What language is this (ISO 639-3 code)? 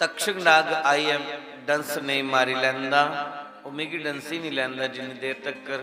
doi